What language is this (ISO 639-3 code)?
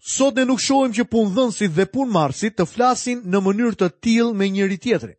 sqi